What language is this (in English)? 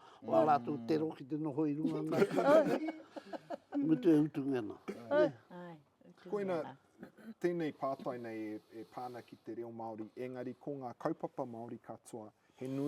Māori